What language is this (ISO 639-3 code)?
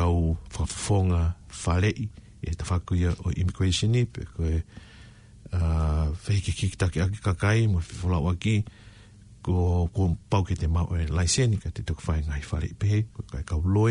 ton